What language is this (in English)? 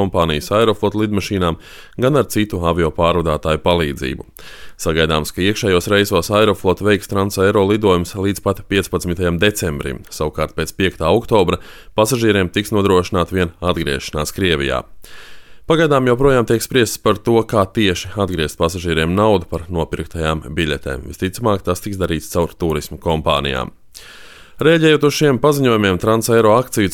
Latvian